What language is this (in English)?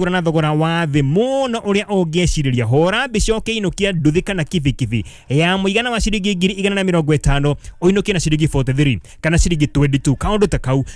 Kikuyu